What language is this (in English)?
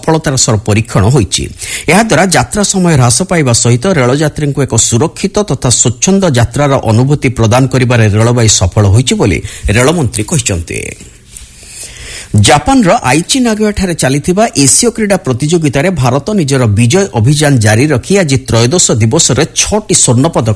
Odia